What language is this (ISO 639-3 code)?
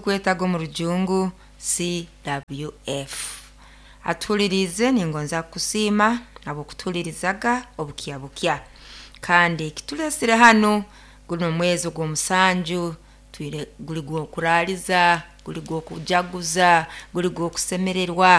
nyo